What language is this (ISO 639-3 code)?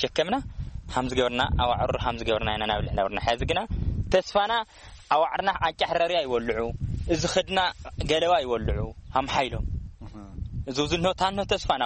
tir